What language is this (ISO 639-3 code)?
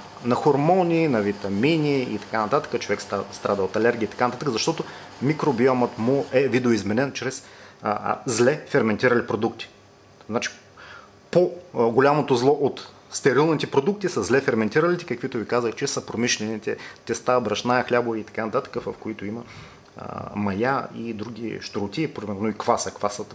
bul